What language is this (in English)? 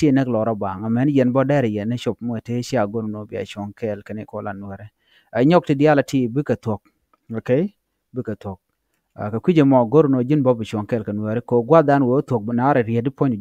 Nuer